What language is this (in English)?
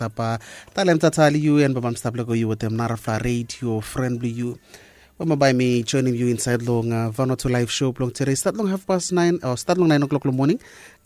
Bislama